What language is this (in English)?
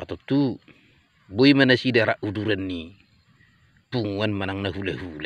Batak Toba